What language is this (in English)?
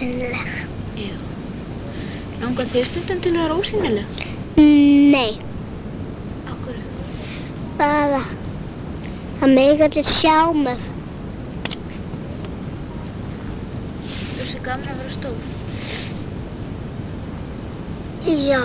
Icelandic